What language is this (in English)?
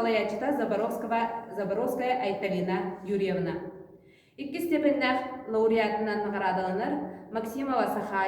Yakut